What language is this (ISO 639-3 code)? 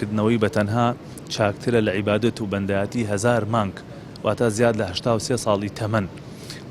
ckb